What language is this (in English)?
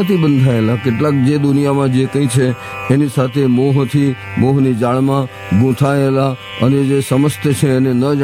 Gujarati